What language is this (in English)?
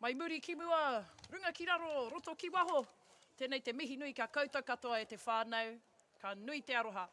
Māori